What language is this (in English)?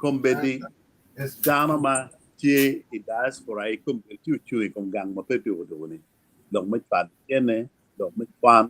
Acoli